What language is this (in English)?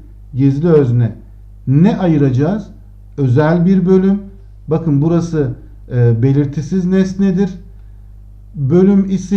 Turkish